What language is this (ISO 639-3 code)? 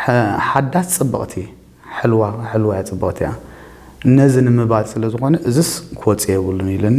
tir